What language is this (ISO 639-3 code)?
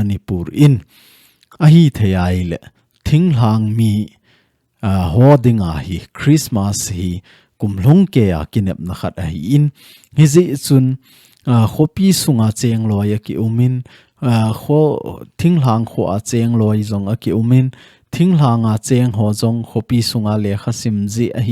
tcz